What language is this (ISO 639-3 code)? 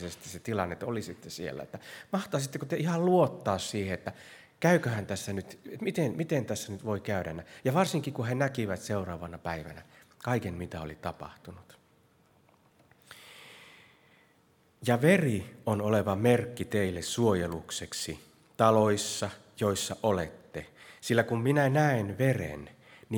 fin